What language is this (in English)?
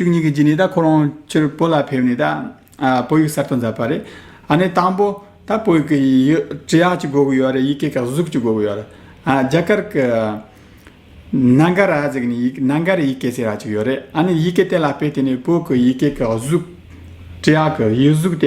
Tibetan